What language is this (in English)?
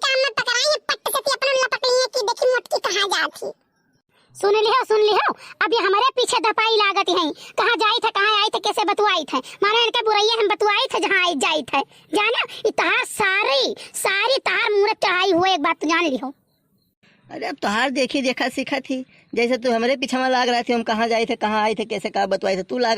Awadhi